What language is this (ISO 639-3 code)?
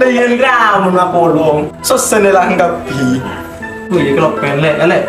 mad